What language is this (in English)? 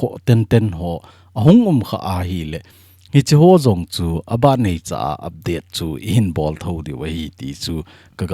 Thado Chin